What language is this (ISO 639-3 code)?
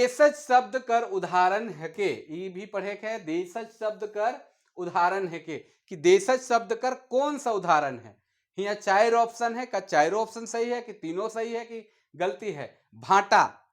sck